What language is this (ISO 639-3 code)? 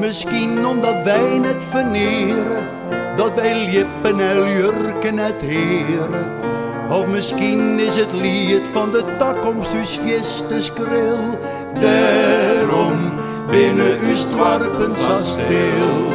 fry